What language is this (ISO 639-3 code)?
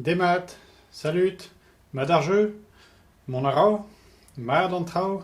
bre